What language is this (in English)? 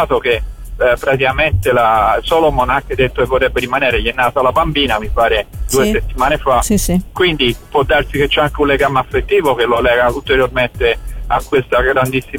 Italian